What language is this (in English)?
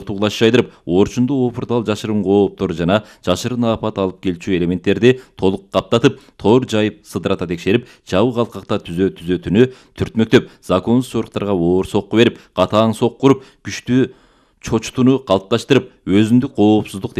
Kyrgyz